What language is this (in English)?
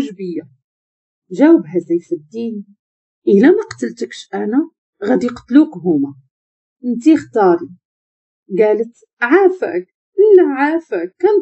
Moroccan Arabic